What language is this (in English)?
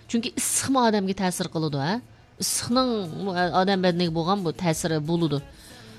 Uyghur